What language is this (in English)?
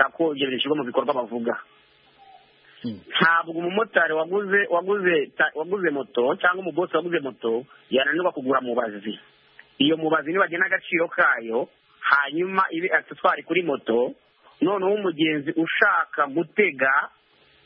Kinyarwanda